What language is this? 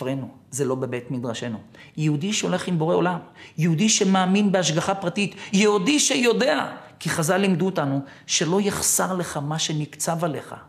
Hebrew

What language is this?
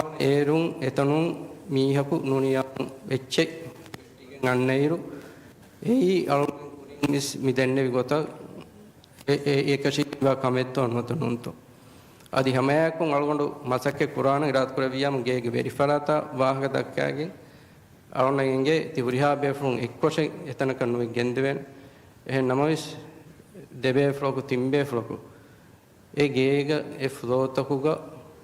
Divehi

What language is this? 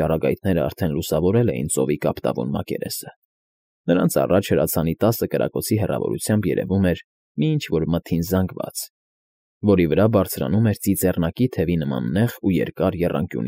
Armenian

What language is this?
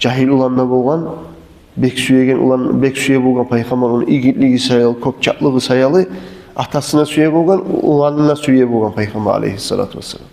Kumyk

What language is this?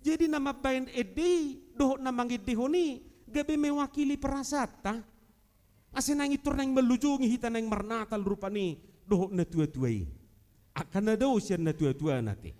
Batak Toba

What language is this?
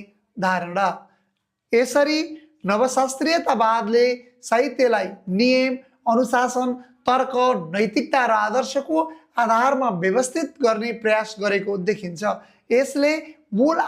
Nepali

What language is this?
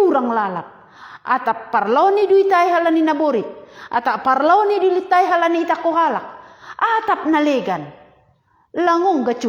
Batak Simalungun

